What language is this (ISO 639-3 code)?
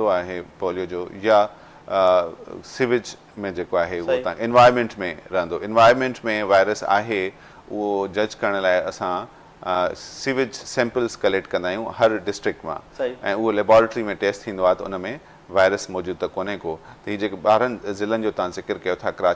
snd